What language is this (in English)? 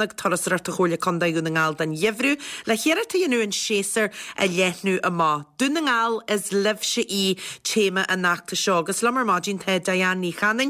Irish